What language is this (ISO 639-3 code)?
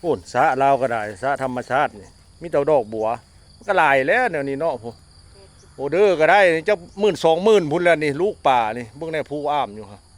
lao